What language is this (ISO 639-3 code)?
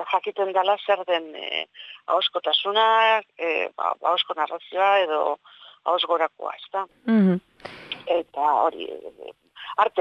eus